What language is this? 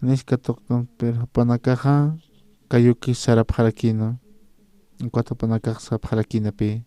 Aymara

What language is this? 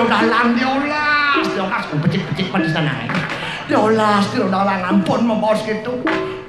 Balinese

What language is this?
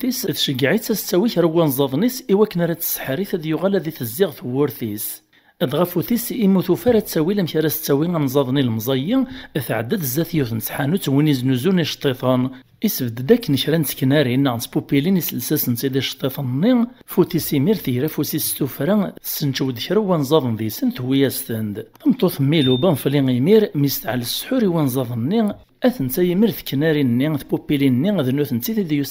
Kabyle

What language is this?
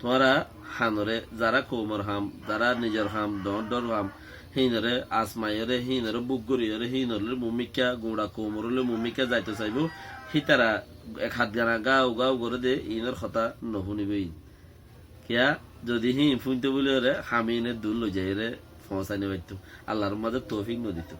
Rohingya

